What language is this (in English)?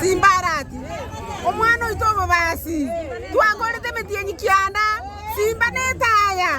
Gusii